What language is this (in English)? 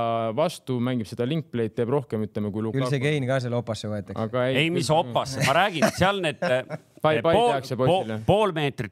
Estonian